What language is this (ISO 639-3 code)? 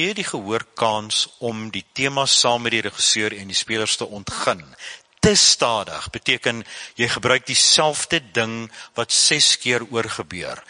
afr